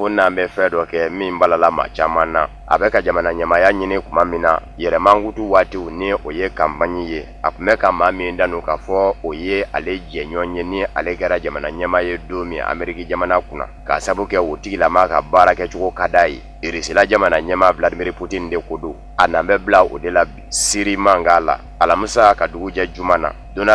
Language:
Bambara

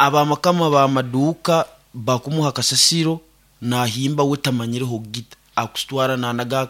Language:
Nyankole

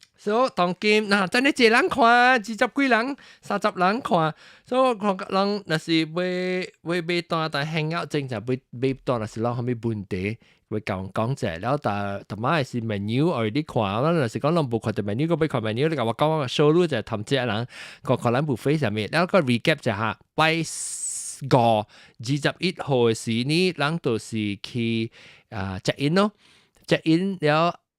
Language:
Min Nan Chinese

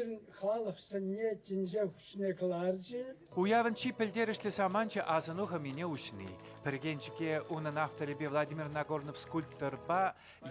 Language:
Chuvash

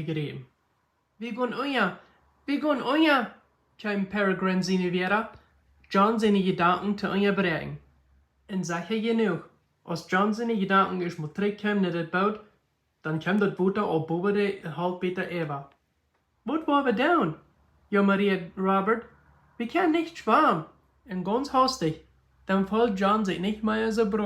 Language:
Plautdietsch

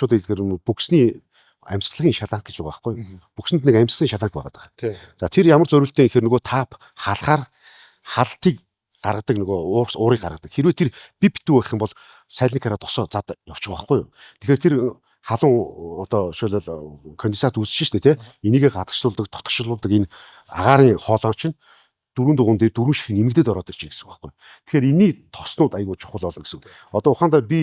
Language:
Mongolian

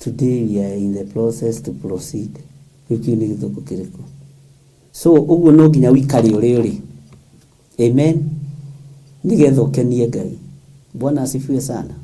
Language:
Kikuyu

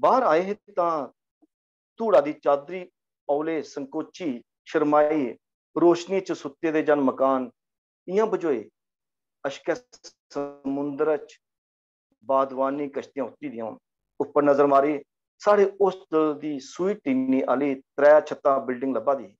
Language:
Dogri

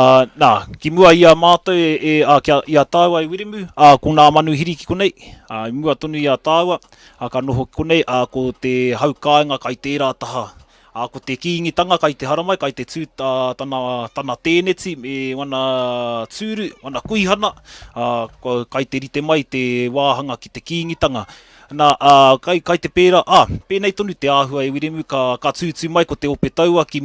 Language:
Māori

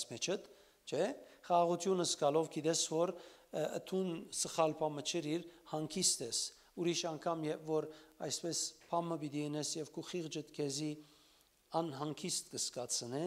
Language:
Western Armenian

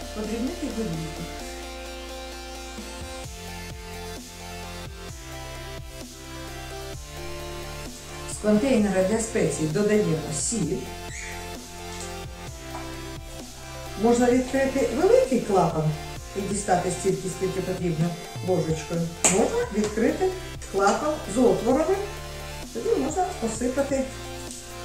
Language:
Ukrainian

